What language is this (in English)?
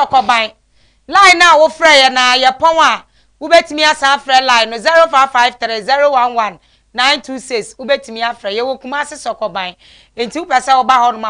Akan